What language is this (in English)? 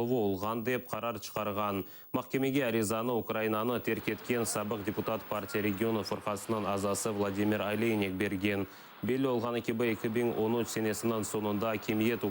Crimean Tatar